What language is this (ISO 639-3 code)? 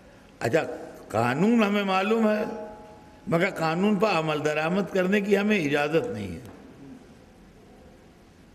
urd